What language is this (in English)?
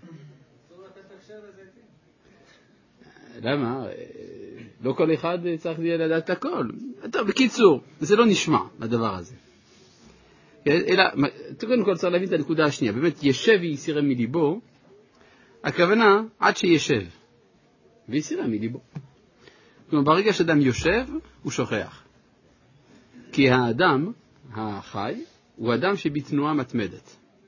Hebrew